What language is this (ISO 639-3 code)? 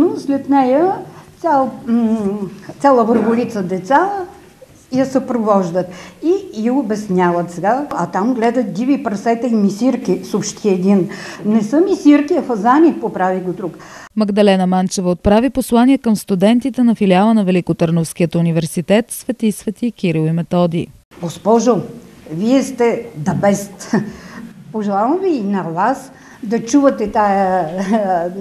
bul